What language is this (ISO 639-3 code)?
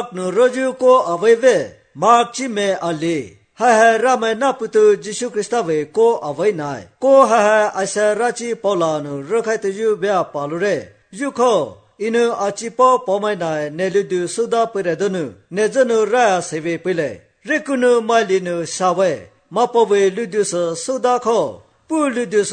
slv